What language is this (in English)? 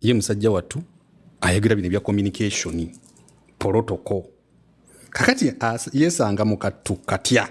Ganda